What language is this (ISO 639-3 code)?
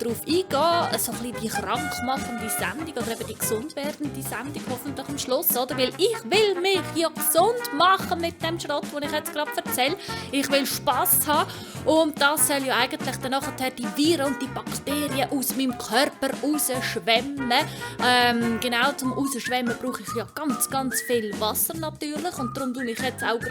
gsw